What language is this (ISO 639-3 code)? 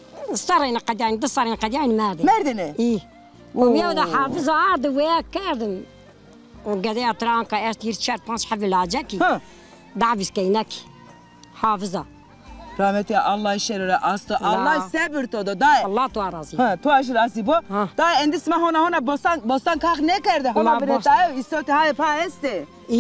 zza